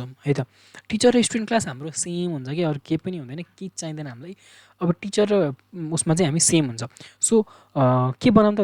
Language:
Nepali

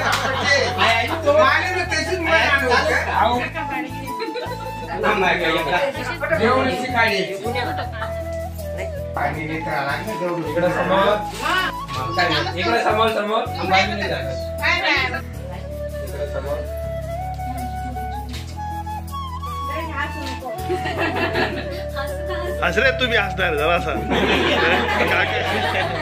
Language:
Ahirani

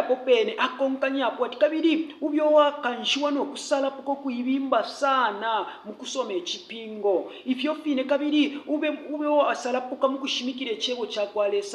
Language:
Bemba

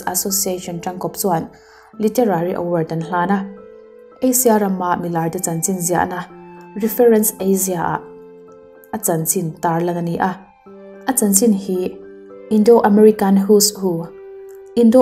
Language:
Mizo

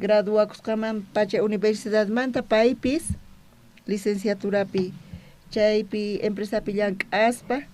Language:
South Bolivian Quechua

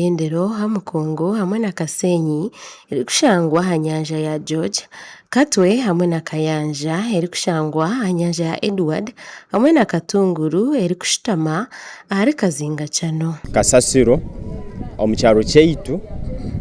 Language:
Nyankole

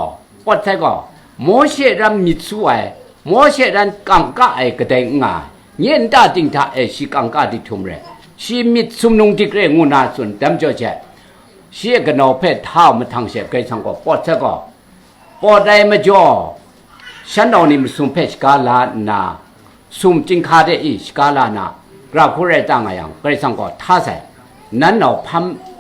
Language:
Kachin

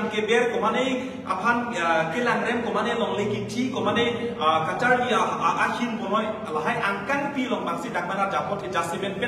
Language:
Karbi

